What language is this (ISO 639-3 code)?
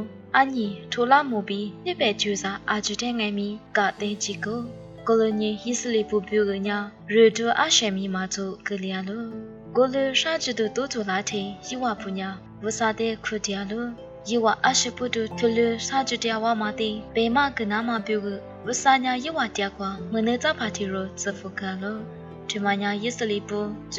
lis